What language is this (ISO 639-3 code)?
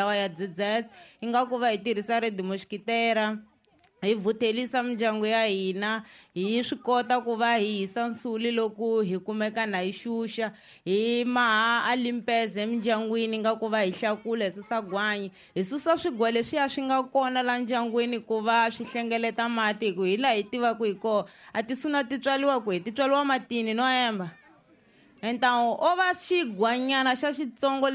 tso